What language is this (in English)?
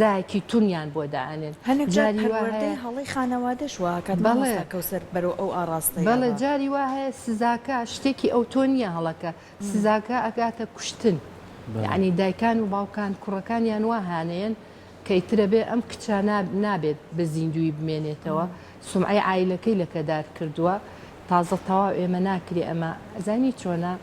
Central Kurdish